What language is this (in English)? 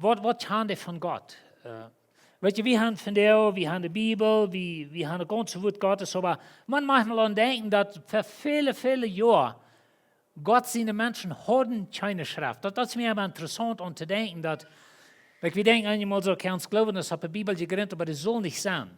Plautdietsch